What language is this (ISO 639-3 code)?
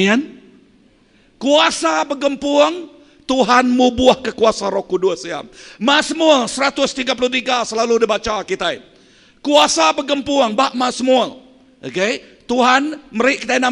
iba